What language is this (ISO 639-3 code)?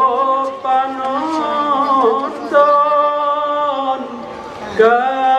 min